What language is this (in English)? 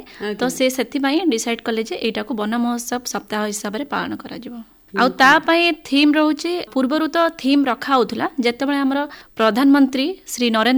Odia